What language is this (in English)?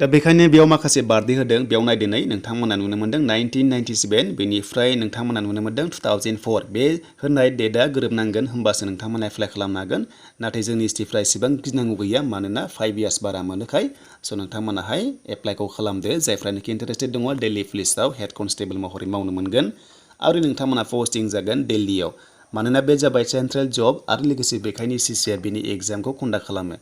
Bodo